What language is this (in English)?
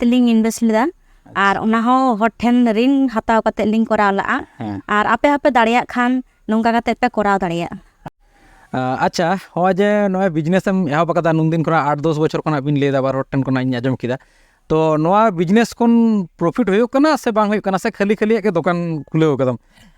Santali